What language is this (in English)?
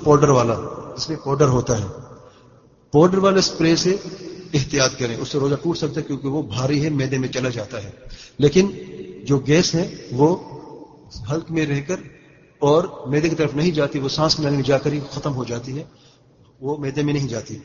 Urdu